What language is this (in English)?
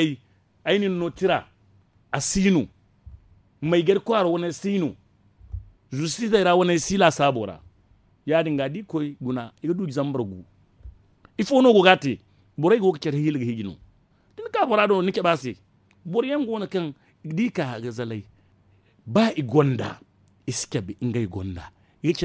Zarma